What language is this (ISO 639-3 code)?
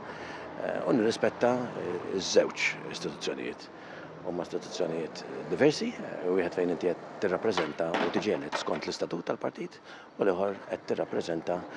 mlt